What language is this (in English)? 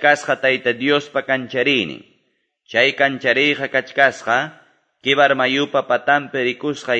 Quechua